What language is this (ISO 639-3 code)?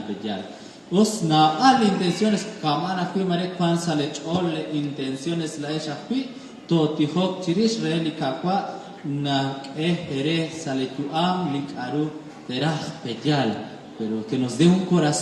kek